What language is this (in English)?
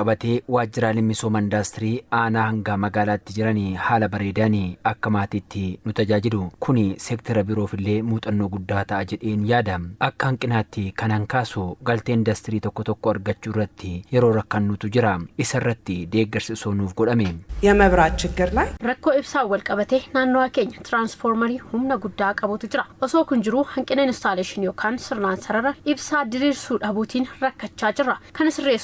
Oromo